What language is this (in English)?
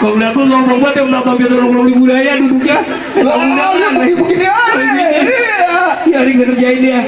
Betawi